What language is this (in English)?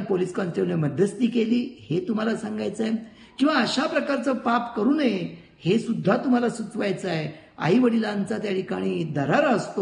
Marathi